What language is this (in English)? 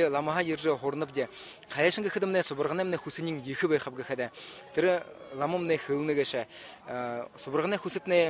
Buriat